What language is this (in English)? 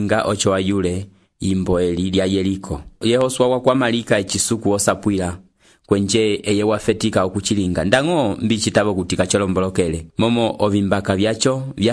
Umbundu